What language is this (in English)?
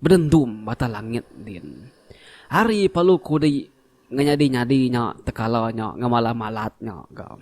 Iban